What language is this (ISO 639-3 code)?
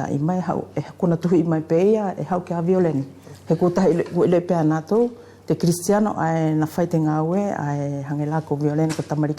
wls